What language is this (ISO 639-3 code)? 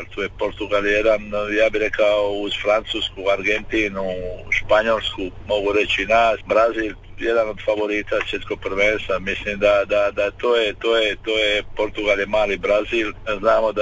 hrv